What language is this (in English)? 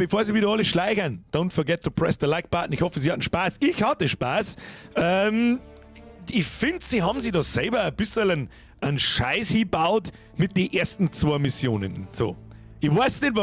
Bavarian